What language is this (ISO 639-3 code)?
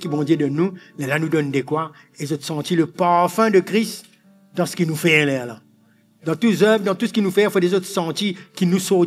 mfe